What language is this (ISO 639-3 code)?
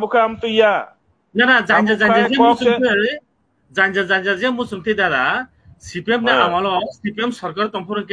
trp